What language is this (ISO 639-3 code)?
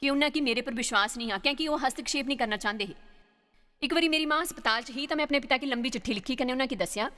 doi